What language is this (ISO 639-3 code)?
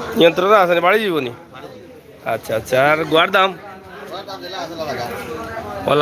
syl